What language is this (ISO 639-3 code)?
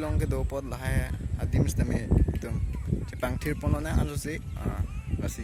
mjw